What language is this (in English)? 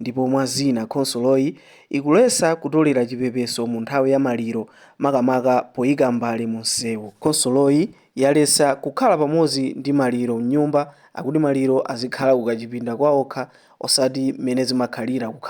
Nyanja